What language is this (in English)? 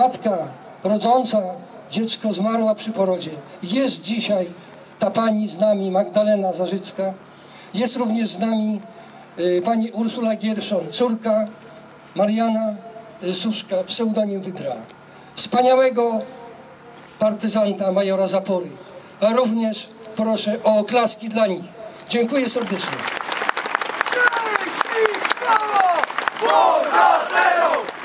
Polish